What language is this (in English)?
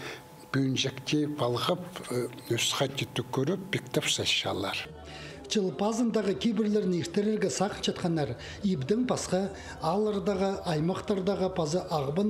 Khakas